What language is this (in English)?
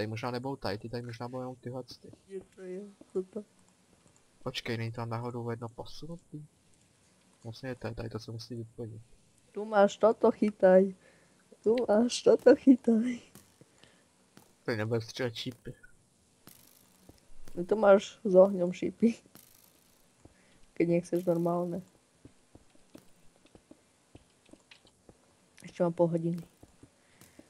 Czech